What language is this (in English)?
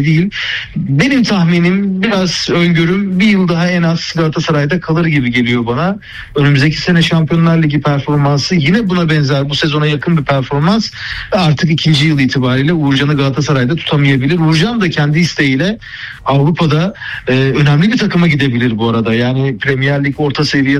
Turkish